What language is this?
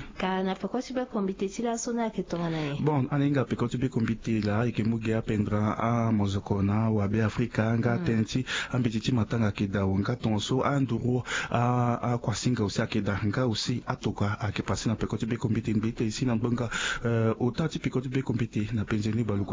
Sango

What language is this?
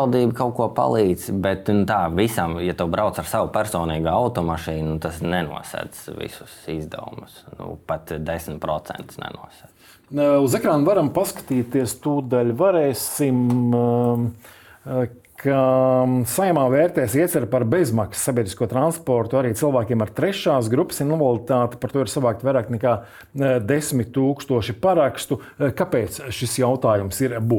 Latvian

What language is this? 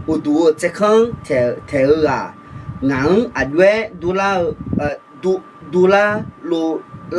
Akha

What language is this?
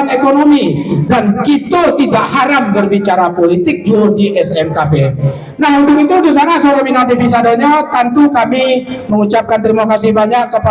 Minangkabau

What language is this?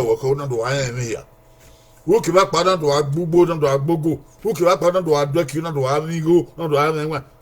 Bini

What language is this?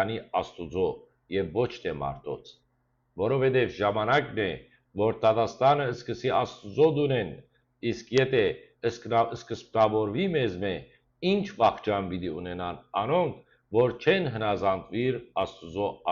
Western Armenian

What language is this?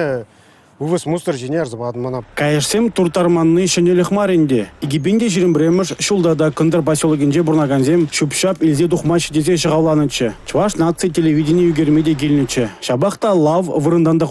Chuvash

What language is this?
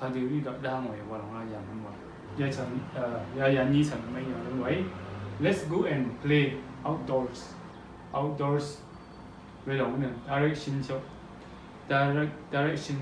Rawang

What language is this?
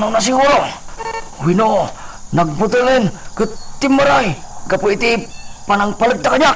Iloko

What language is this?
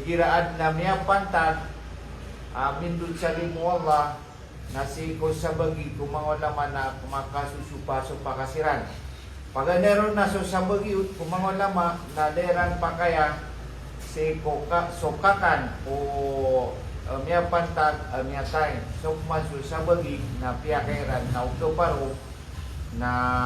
Maranao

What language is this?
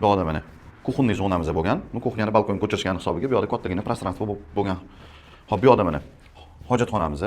Uzbek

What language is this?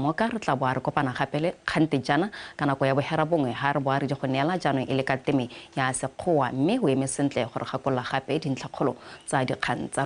Tswana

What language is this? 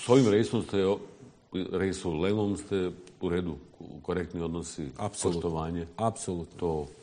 Bosnian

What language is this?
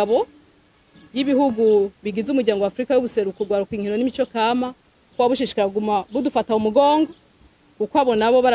Rundi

